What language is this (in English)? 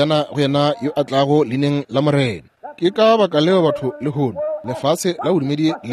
Northern Sotho